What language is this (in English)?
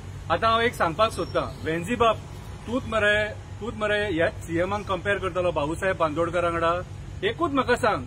Konkani